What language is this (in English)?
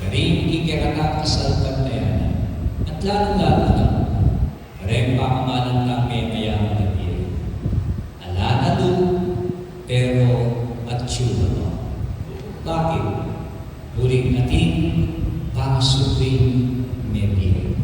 Pampanga